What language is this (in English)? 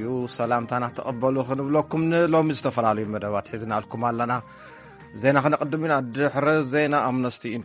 Tigrinya